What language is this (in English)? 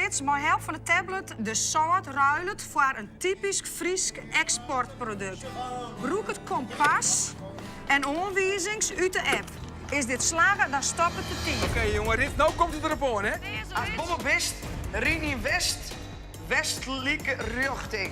Western Frisian